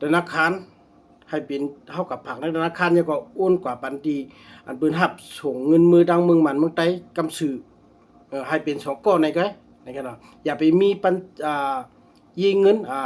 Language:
Shan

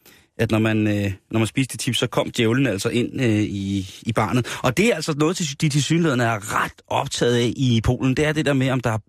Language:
Danish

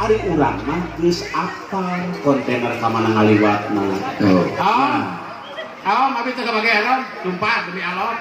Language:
Sundanese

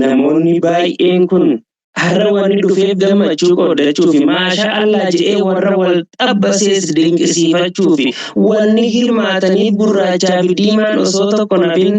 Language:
Oromo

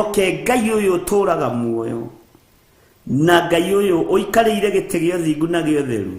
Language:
Kikuyu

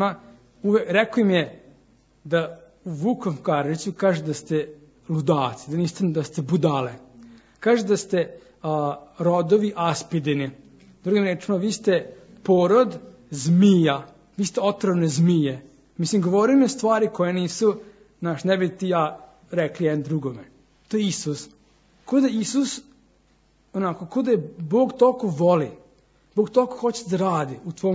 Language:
Serbian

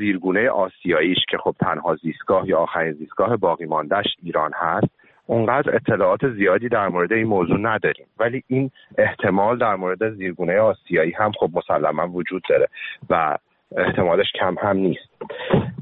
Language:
Persian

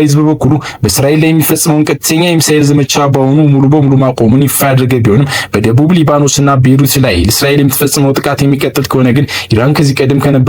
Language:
Amharic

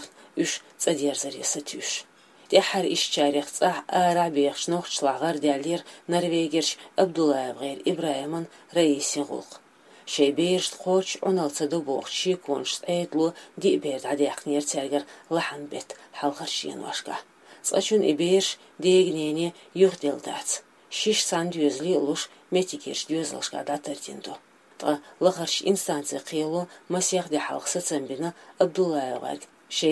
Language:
Chechen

